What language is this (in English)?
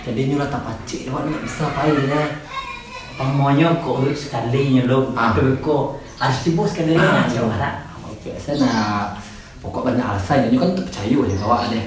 Minangkabau